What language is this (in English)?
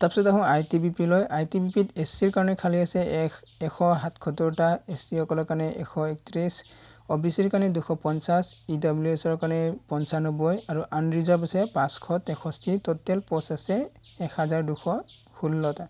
Assamese